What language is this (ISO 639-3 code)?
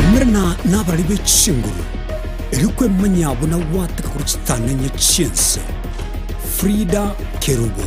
guz